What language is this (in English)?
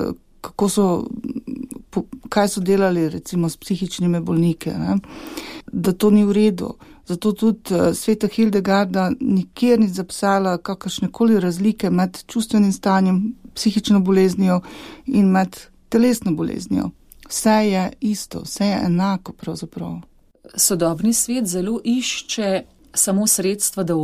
Slovenian